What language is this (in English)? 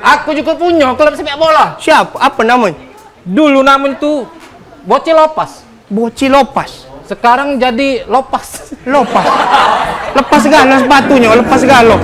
Musi